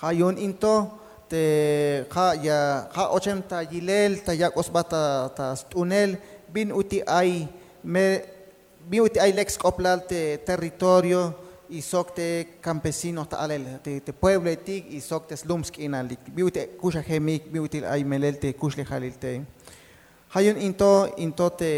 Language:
Tzeltal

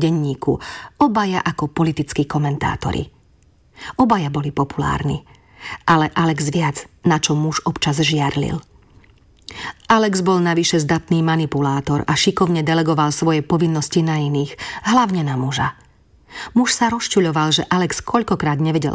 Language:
Slovak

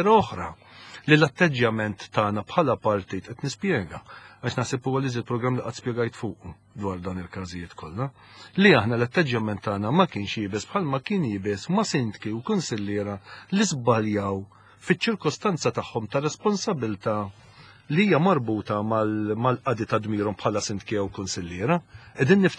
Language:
Maltese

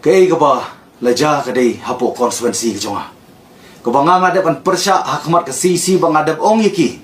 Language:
Khasi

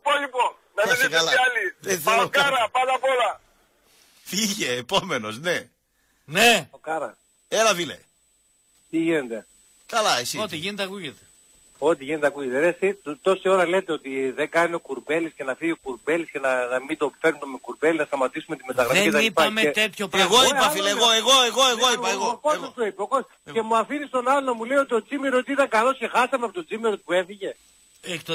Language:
Greek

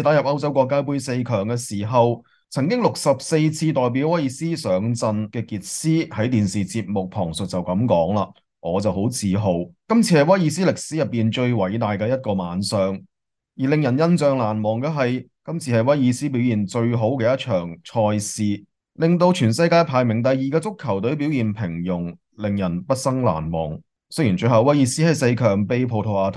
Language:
Cantonese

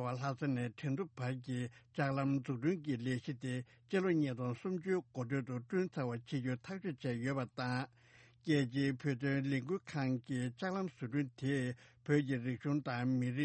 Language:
Tibetan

